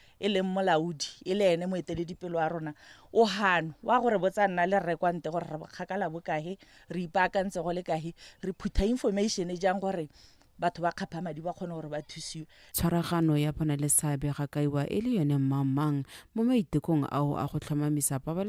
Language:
Tswana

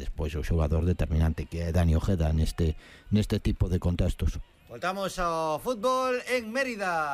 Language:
Galician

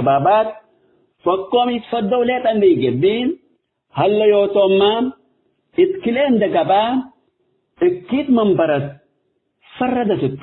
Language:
Tigre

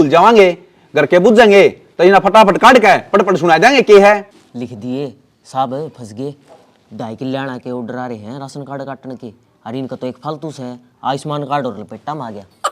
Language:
Haryanvi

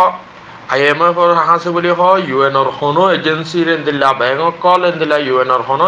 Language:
Rohingya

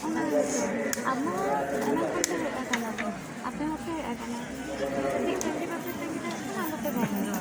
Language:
Santali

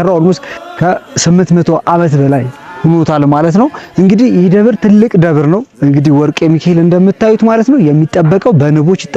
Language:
Amharic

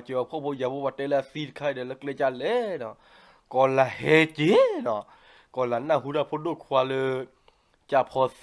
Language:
S'gaw Karen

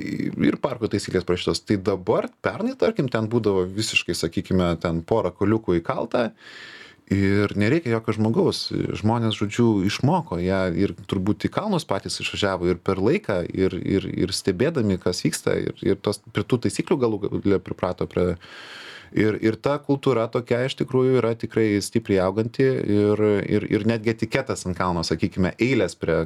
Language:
Lithuanian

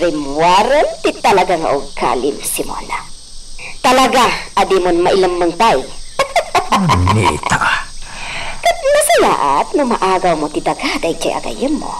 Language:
Iloko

